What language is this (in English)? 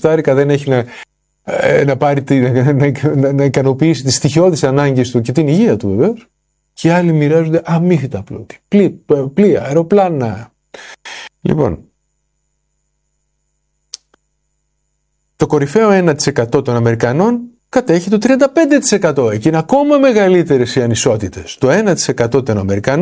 Greek